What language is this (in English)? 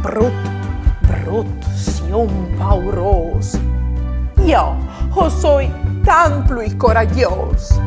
Friulian